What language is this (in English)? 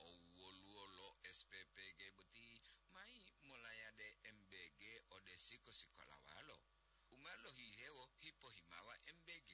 Gorontalo